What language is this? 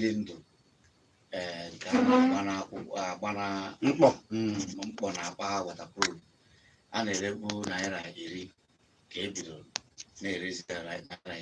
Igbo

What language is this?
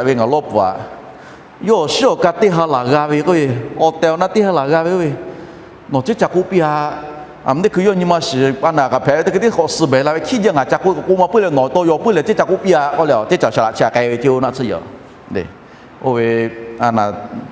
Lahu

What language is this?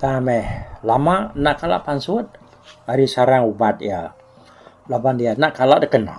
Iban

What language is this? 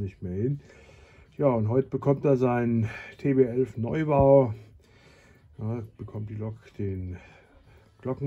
German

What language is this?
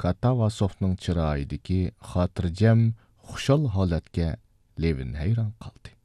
Uyghur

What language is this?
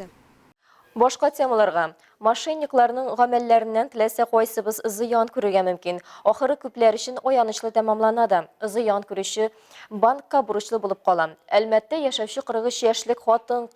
Tatar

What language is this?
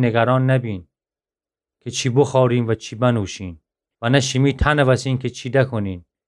Gilaki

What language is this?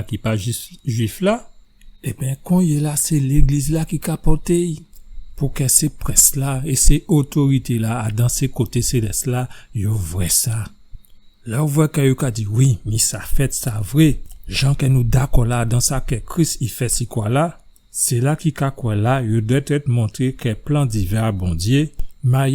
Guadeloupean Creole French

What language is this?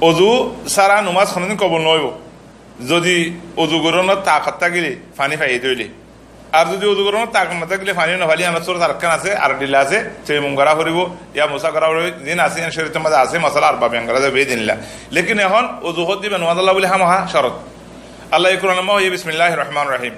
Rohingya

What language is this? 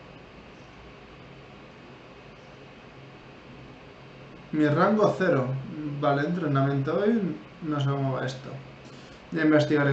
Spanish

